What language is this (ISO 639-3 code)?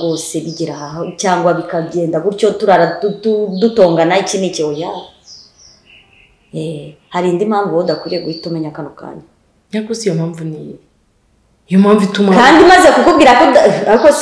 kin